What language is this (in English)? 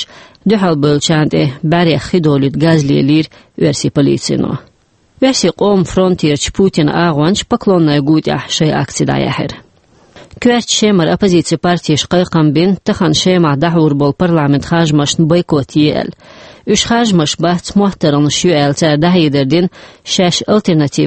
Chechen